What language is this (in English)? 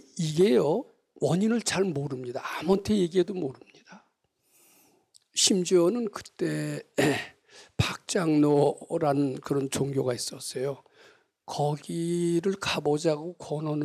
Korean